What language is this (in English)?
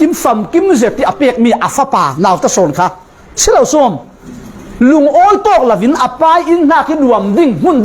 Falam Chin